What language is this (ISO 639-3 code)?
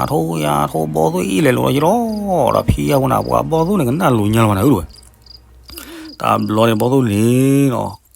ksw